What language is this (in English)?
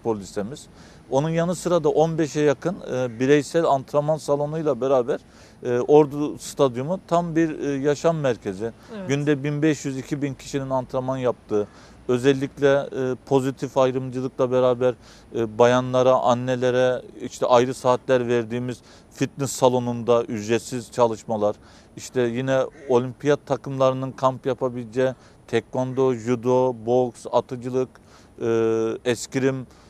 Turkish